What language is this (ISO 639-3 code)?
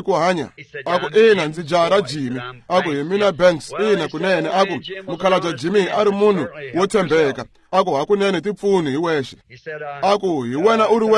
tso